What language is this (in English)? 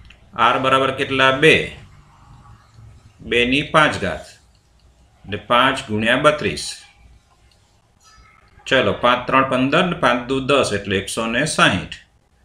Gujarati